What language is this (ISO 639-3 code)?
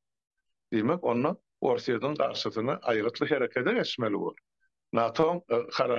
tuk